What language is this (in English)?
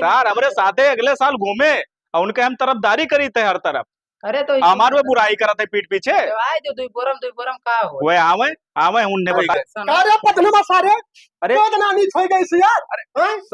Awadhi